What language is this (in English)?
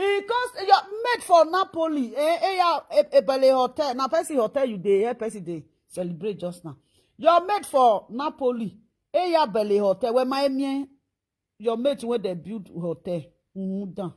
Nigerian Pidgin